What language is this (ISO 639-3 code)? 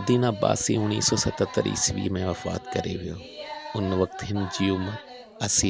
snd